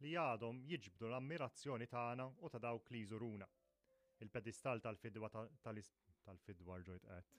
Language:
Maltese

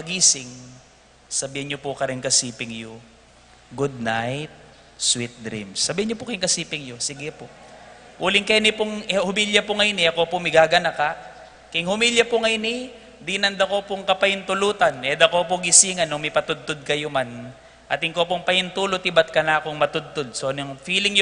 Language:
Pampanga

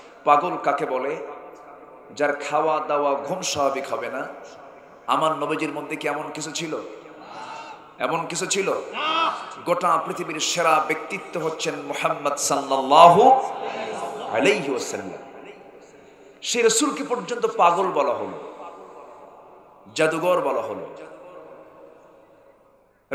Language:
Bangla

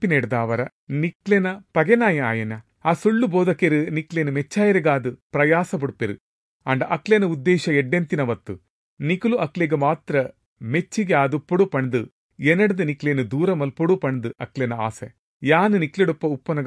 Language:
Tulu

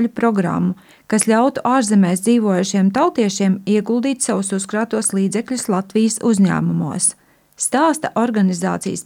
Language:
Latvian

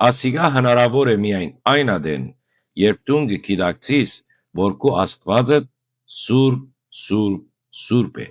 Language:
Western Armenian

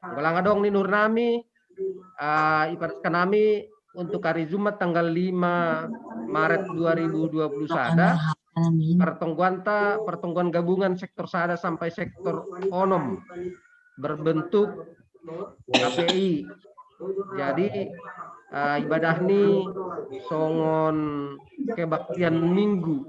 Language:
Batak Simalungun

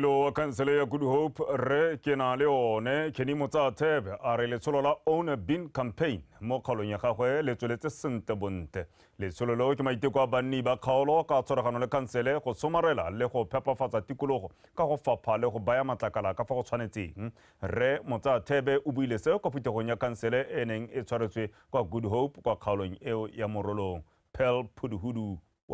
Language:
Tswana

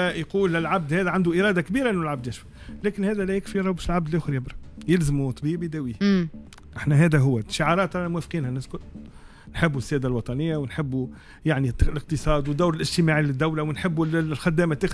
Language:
Tunisian Arabic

